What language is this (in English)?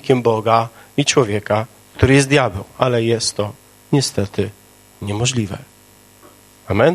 Polish